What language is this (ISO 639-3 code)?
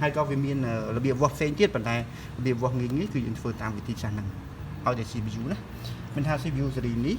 khm